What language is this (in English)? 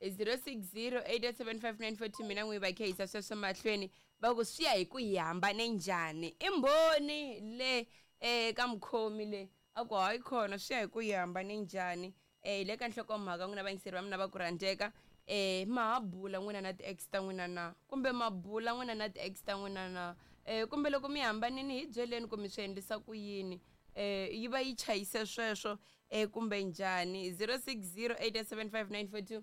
Tsonga